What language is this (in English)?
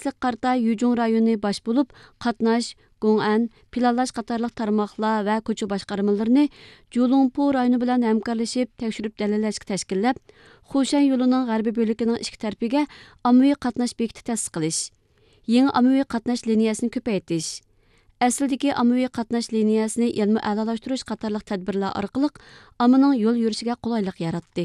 Uyghur